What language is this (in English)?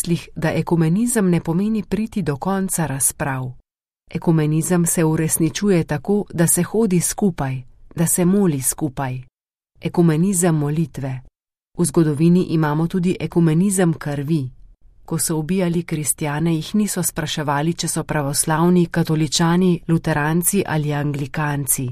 Slovenian